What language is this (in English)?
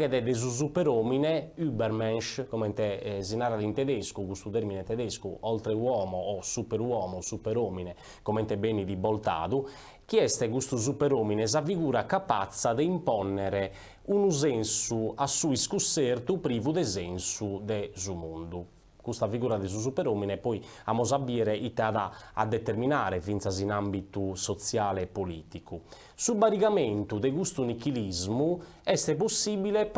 Sardinian